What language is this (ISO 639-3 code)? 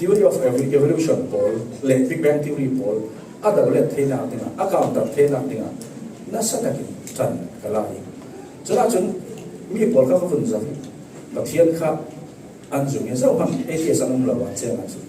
cfm